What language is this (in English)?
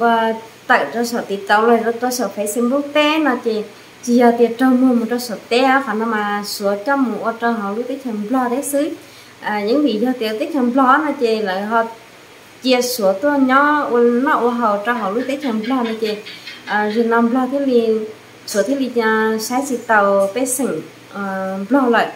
Hmong